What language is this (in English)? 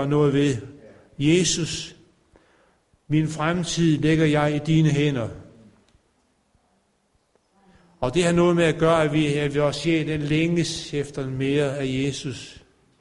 Danish